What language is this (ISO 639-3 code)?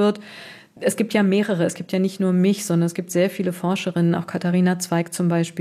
deu